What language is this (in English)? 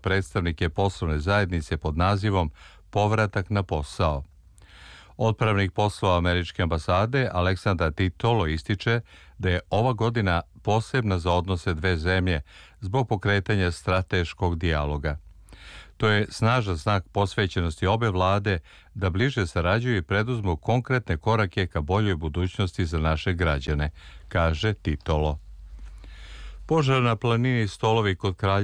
Serbian